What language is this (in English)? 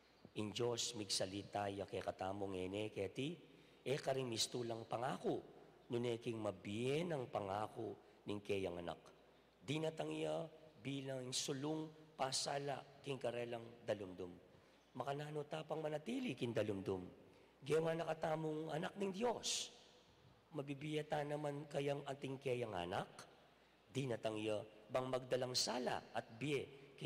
Pampanga